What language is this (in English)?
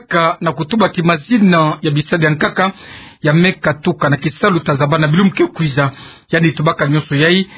Kituba (Democratic Republic of Congo)